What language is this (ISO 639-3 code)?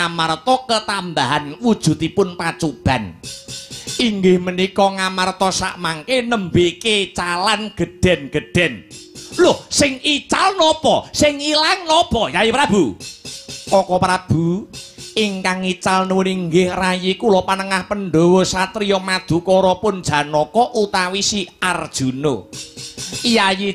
jav